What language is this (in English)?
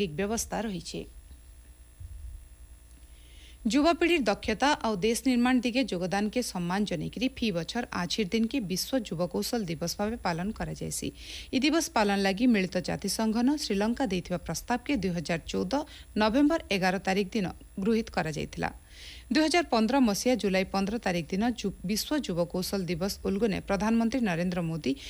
Odia